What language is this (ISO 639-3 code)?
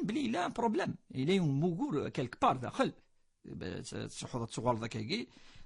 kab